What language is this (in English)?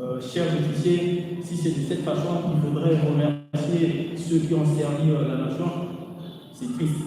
Luba-Lulua